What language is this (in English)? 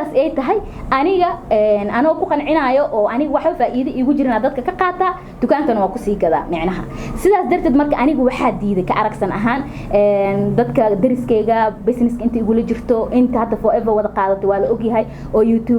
Somali